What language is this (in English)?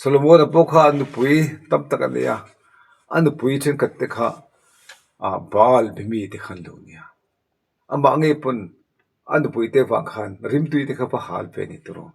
Mizo